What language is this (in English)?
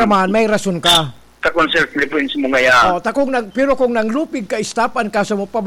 Bikol